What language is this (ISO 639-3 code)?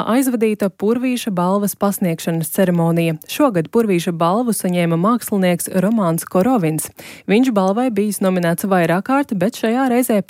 lav